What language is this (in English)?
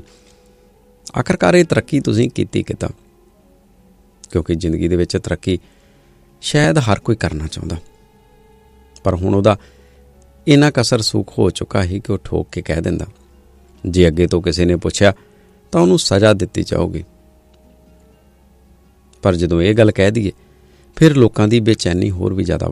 Punjabi